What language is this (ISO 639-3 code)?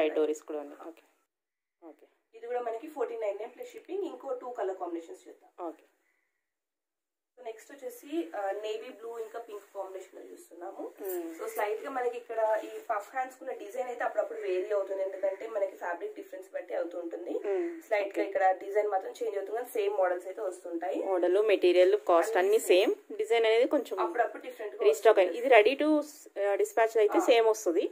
tel